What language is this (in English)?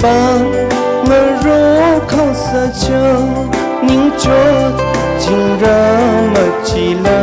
Tangkhul Naga (India)